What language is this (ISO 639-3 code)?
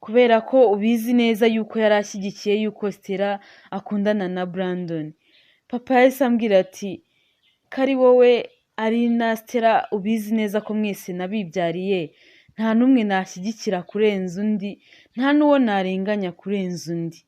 kin